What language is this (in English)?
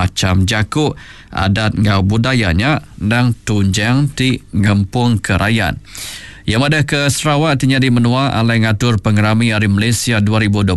Iban